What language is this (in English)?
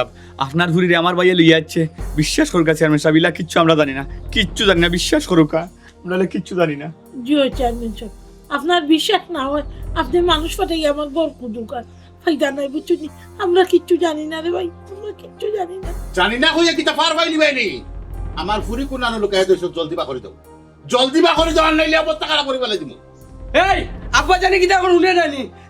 Sylheti